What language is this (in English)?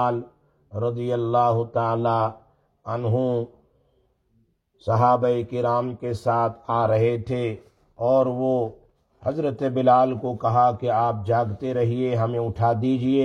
Urdu